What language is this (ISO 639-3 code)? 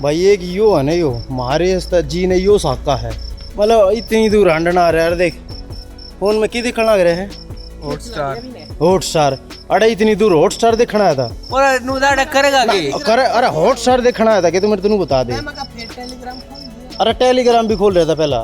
bgc